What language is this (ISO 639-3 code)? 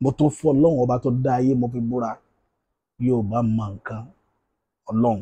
yor